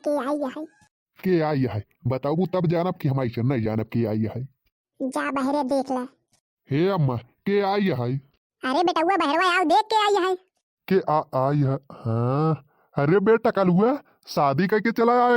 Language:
Bhojpuri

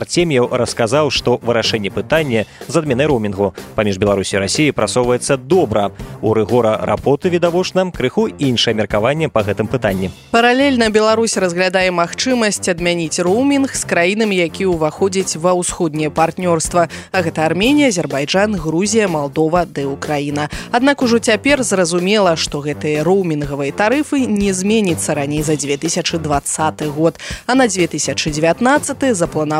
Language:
Belarusian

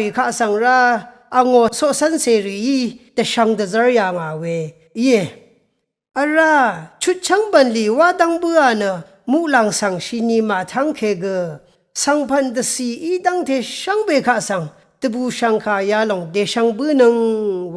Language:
Rawang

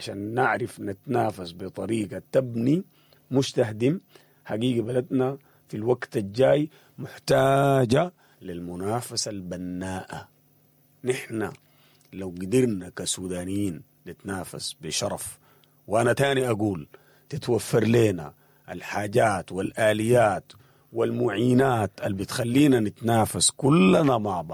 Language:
Sudanese Arabic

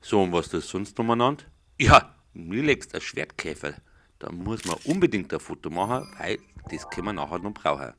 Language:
Bavarian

